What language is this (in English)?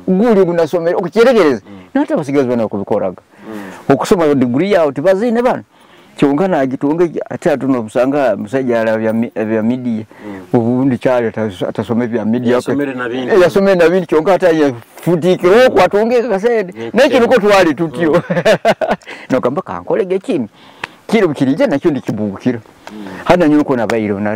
Nyoro